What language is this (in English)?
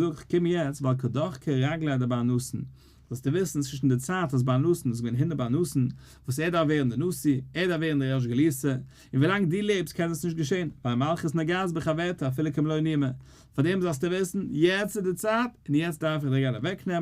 Yiddish